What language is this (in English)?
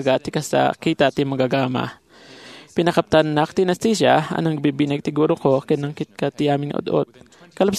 Iloko